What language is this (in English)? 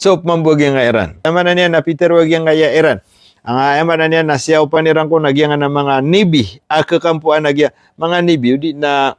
Maranao